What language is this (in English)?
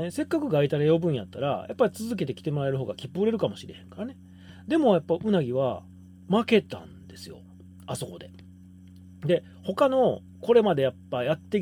Japanese